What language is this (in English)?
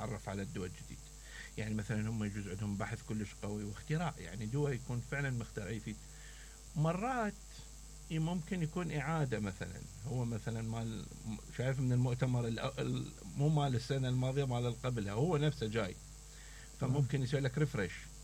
Mesopotamian Arabic